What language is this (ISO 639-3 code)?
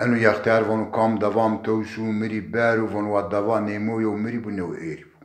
zza